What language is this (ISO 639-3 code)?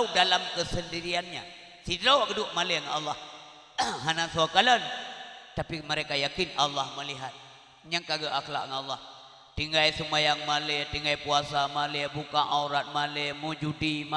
ace